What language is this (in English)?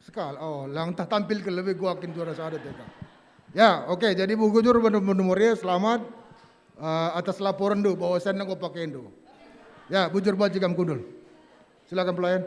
Batak Karo